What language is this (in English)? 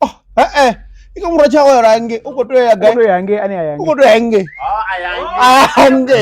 Venda